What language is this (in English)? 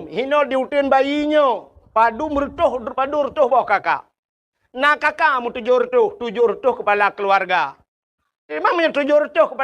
Achinese